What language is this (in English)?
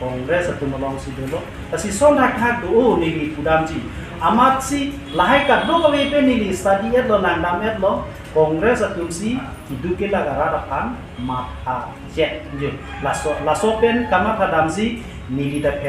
Karbi